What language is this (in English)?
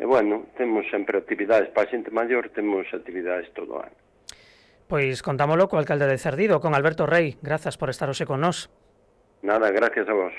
Galician